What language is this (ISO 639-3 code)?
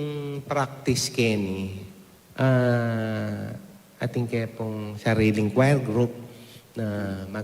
pam